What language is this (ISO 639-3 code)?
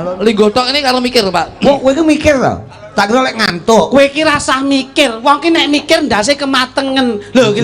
jav